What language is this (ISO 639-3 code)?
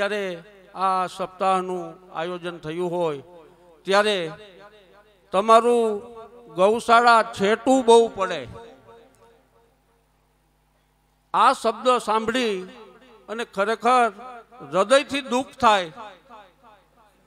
guj